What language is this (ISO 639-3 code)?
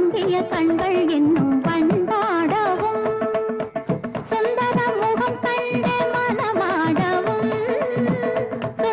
tam